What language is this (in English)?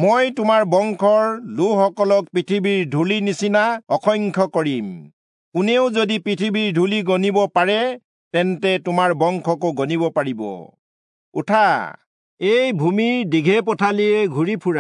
Assamese